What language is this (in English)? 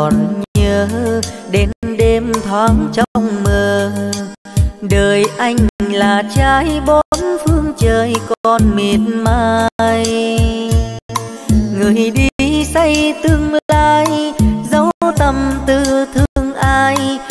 Vietnamese